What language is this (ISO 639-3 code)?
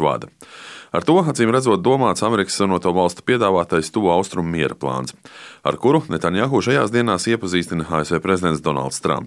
lav